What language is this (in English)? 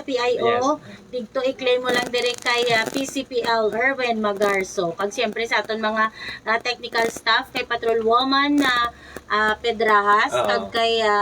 Hiligaynon